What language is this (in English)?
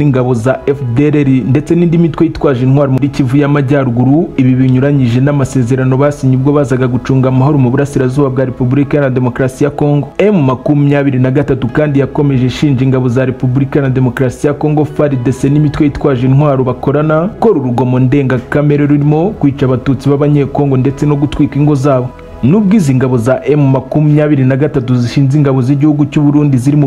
Kinyarwanda